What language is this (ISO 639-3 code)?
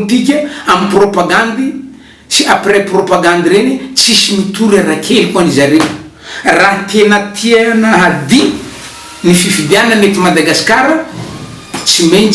mlg